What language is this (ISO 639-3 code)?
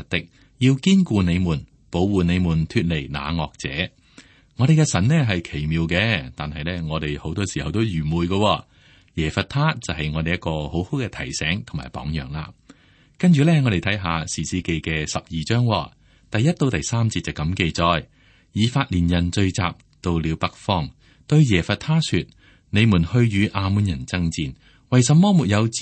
yue